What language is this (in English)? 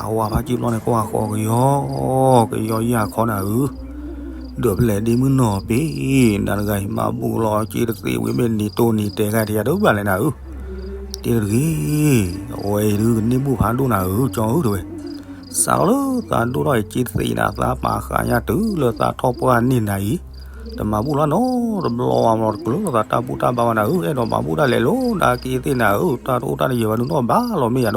S'gaw Karen